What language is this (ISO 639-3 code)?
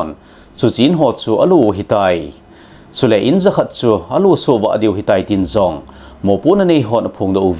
tcz